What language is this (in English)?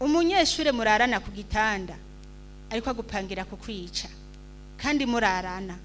Rundi